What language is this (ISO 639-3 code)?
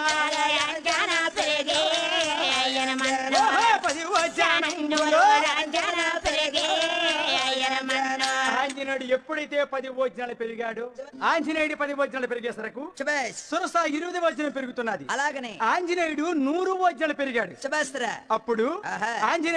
tel